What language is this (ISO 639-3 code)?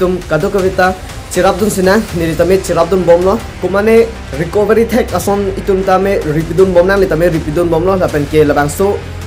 mjw